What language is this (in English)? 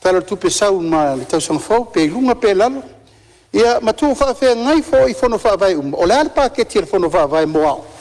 Samoan